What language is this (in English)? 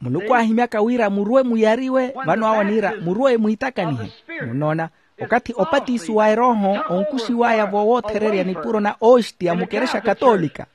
Makhuwa